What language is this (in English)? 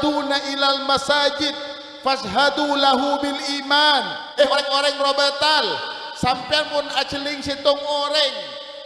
Madurese